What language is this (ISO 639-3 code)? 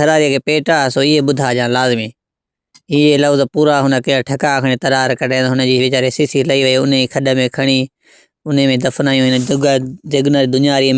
snd